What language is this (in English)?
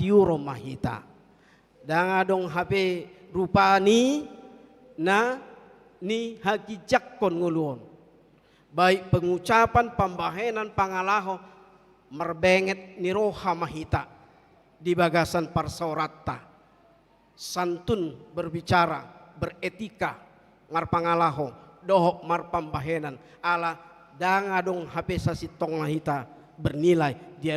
Batak Toba